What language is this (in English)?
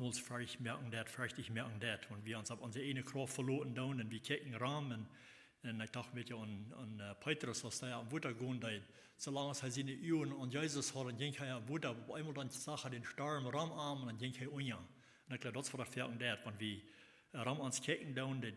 Plautdietsch